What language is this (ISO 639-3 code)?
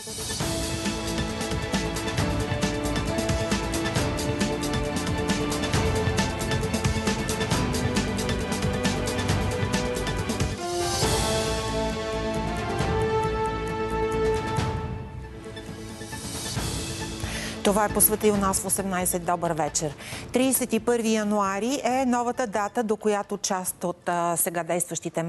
bul